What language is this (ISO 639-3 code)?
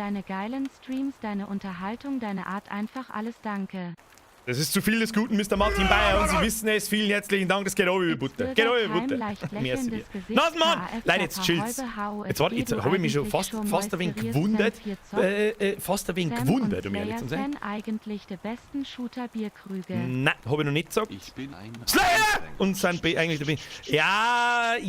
bar